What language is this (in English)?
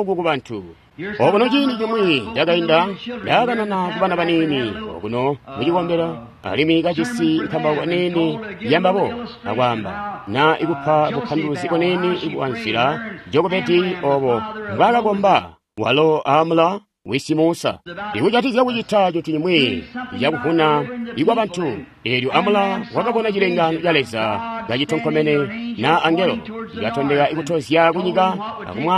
Tonga (Zambia)